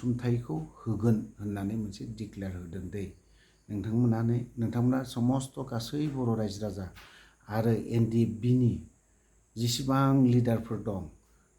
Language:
Bodo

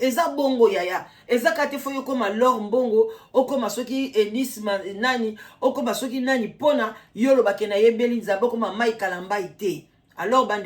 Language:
Lingala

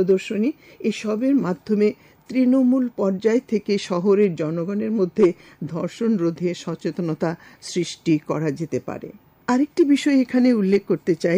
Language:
Bangla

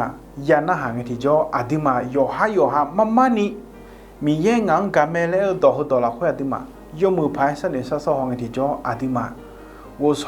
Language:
Akha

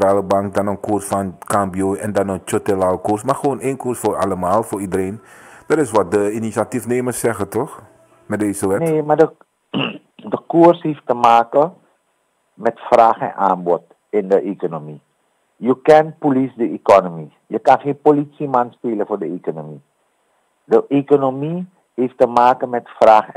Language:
Dutch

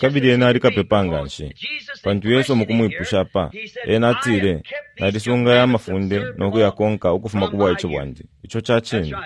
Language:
Bemba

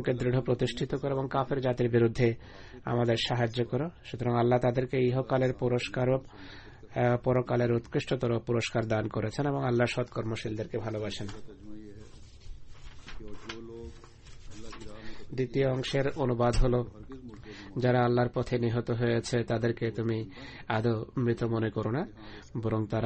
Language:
Bangla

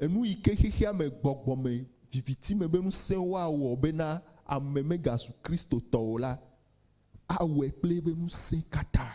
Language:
Ewe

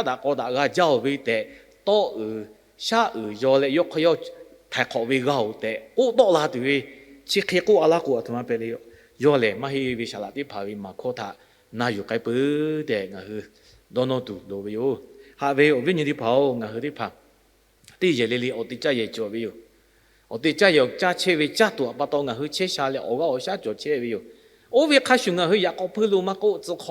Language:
Lahu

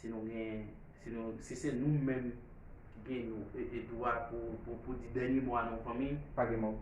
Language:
Haitian Creole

